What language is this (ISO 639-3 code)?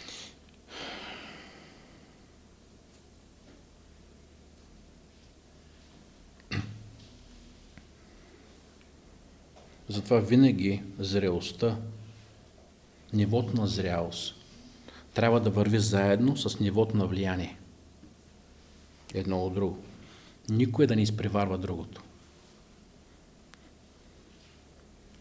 bul